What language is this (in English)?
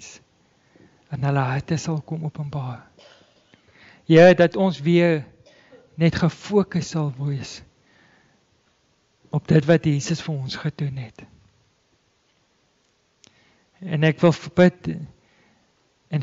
Afrikaans